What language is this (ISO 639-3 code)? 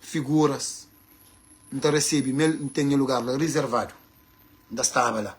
kea